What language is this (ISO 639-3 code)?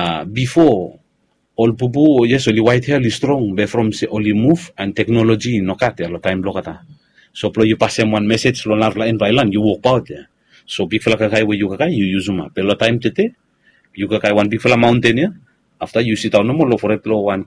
bis